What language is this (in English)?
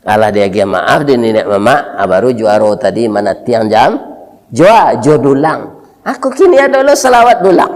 Minangkabau